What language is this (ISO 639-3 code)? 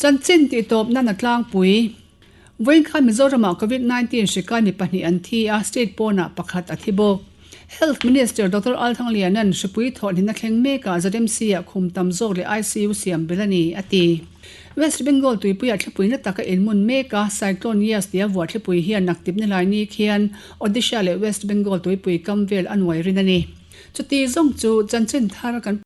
lus